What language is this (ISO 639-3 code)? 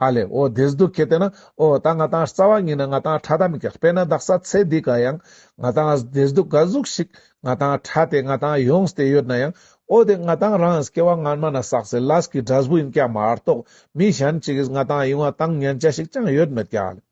lbj